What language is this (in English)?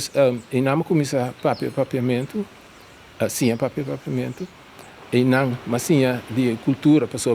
Papiamento